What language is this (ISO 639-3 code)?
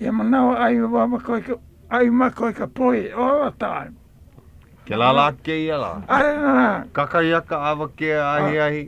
haw